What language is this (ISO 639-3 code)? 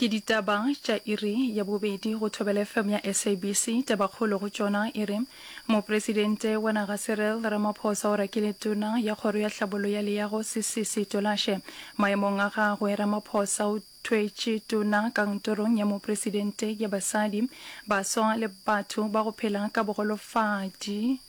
nso